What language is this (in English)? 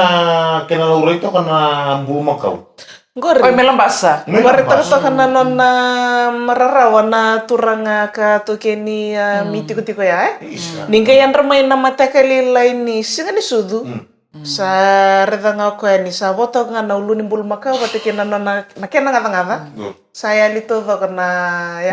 Fijian